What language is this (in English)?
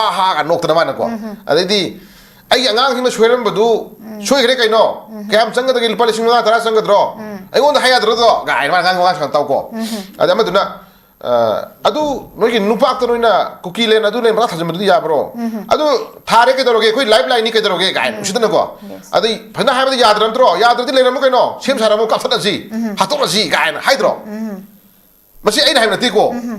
Manipuri